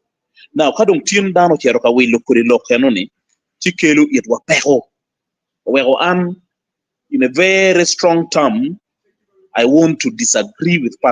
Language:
Acoli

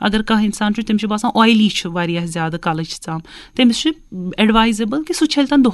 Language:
Kashmiri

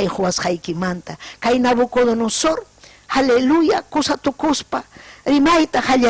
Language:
Ayacucho Quechua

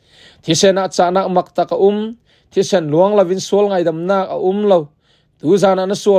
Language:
Falam Chin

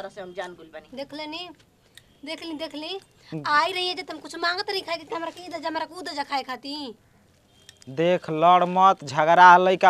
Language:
Bhojpuri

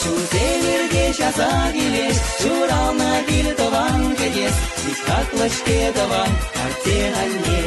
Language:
Chuvash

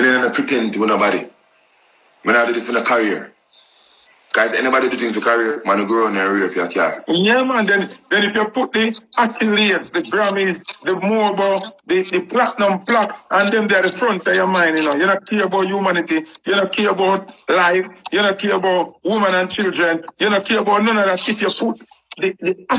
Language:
Jamaican Creole English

